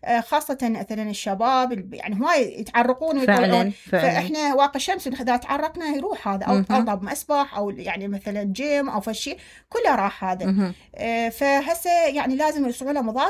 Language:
Mesopotamian Arabic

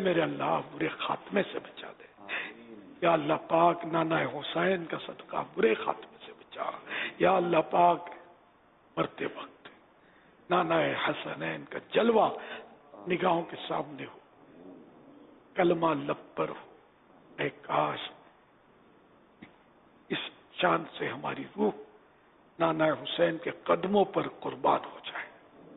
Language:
Urdu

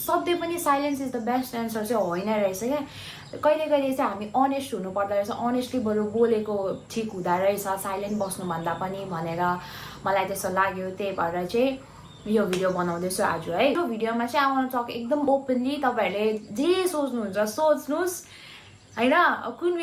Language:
Nepali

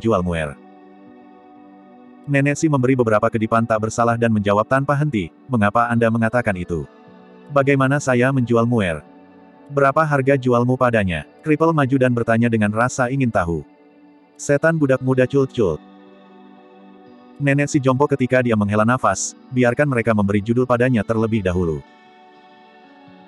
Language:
Indonesian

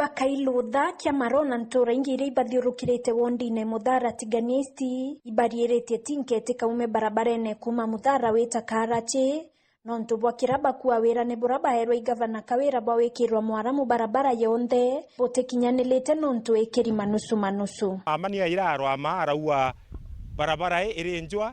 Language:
Meru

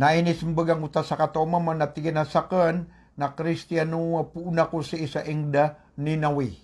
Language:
Maranao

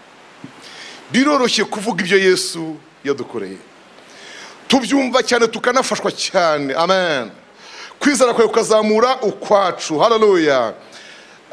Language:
Kinyarwanda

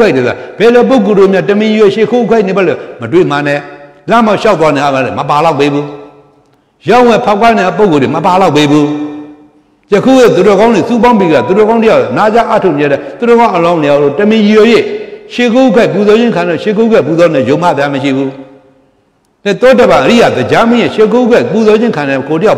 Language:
Burmese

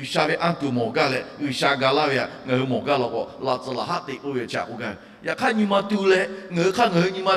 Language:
Lahu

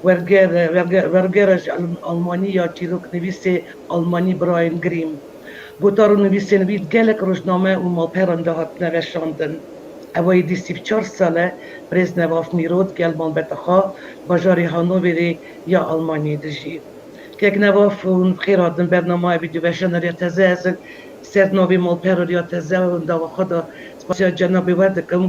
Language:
Kurdish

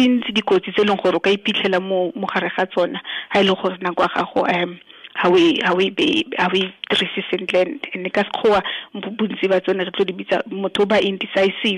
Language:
Tswana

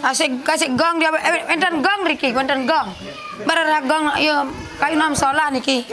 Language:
Balinese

